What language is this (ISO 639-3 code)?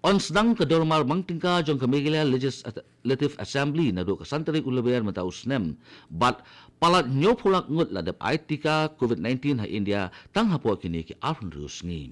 kha